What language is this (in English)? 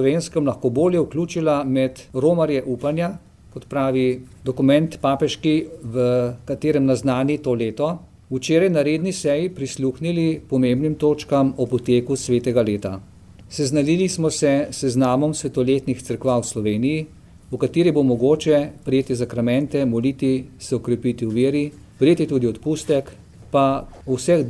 Slovenian